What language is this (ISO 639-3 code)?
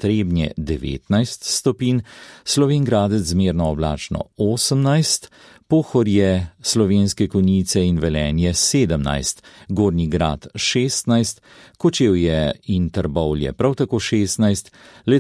slv